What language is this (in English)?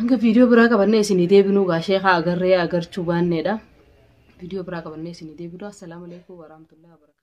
Oromo